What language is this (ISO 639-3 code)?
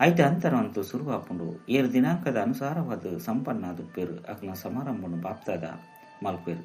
tcy